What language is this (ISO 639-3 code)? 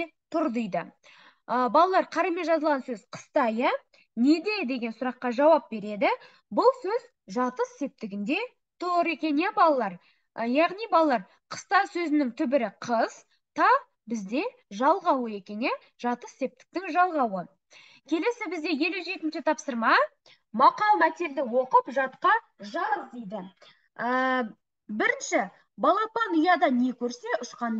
kaz